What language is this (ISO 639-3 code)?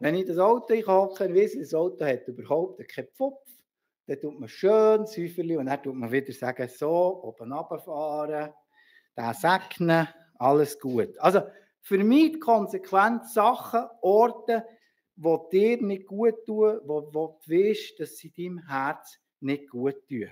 gsw